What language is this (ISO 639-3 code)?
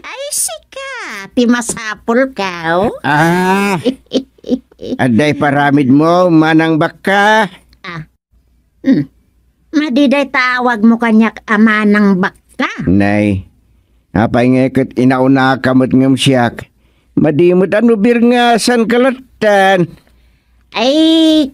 ilo